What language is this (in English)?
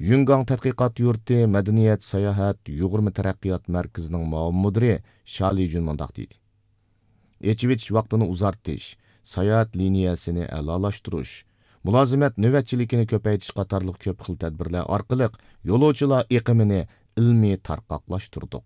Uyghur